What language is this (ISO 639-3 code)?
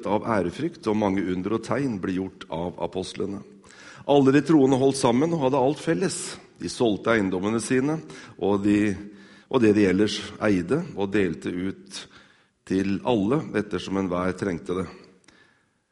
nor